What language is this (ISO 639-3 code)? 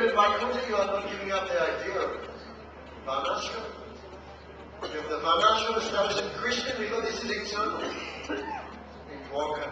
eng